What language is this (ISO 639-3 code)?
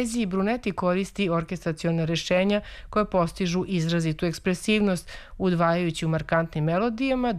srp